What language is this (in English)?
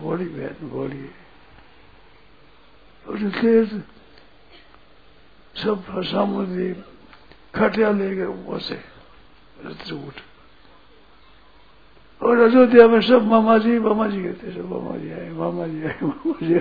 Hindi